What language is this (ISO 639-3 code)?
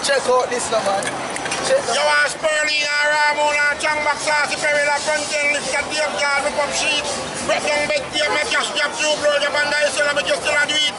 jam